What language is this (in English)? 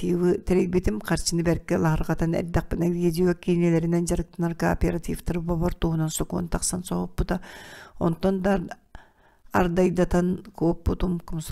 Yakut